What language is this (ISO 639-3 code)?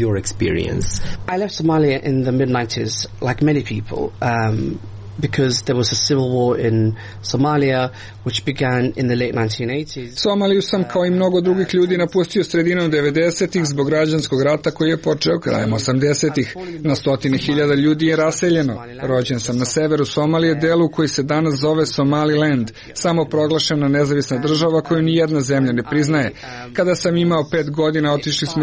srp